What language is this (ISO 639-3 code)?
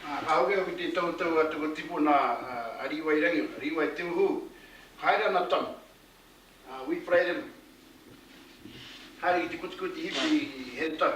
mri